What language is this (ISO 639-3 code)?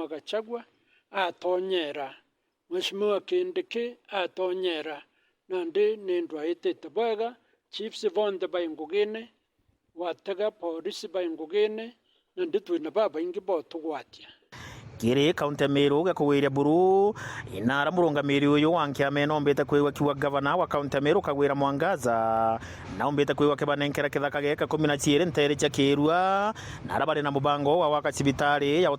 mer